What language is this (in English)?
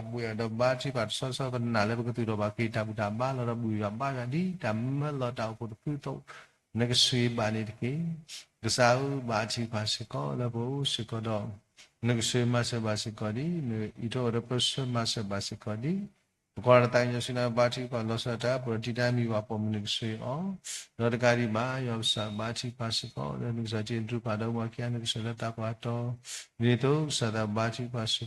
S'gaw Karen